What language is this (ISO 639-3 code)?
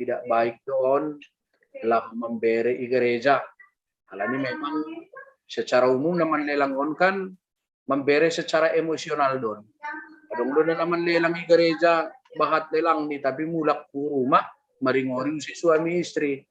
bts